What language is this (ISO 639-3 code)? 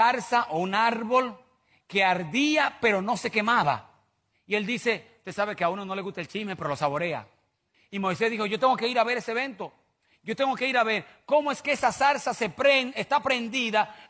spa